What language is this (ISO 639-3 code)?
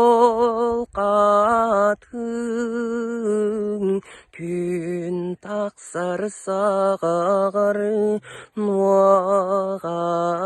sah